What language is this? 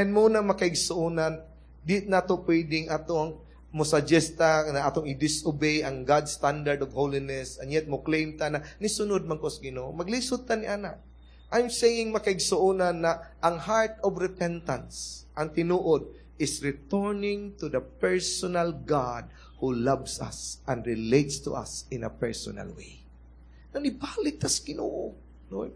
Cebuano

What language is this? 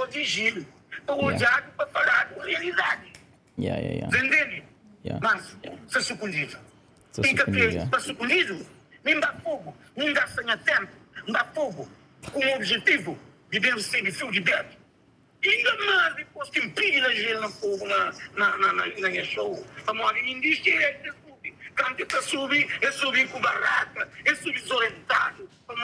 Kabuverdianu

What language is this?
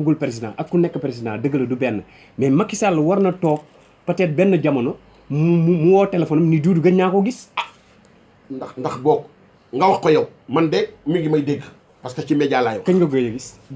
Wolof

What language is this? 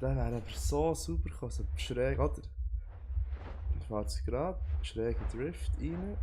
Swiss German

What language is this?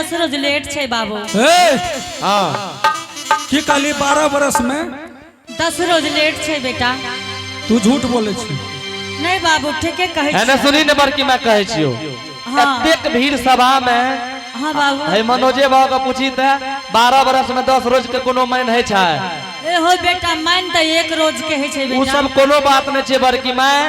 Angika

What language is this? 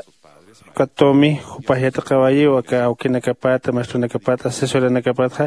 Aymara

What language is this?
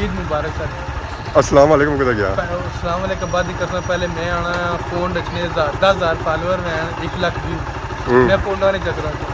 Pahari-Potwari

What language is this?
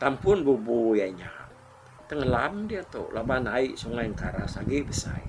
Iban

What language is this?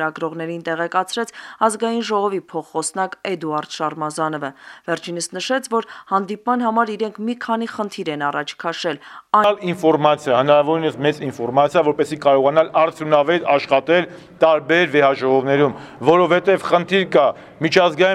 Armenian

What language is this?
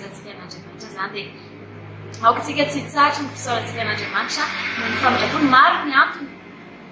Malagasy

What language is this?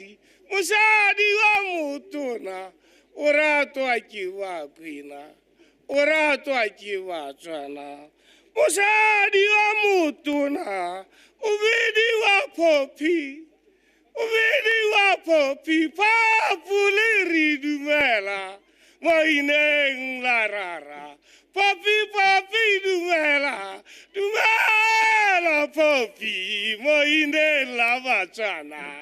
Tswana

